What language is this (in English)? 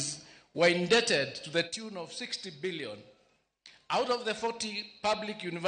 Luo (Kenya and Tanzania)